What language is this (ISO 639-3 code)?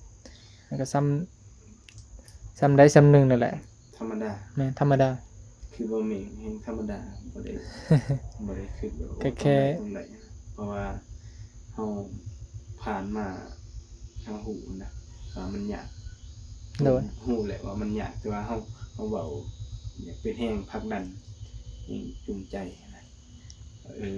tts